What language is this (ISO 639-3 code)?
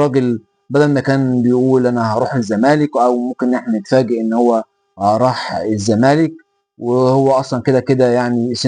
arz